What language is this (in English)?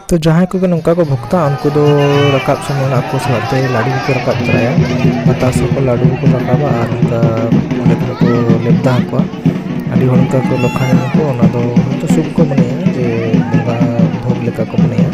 Santali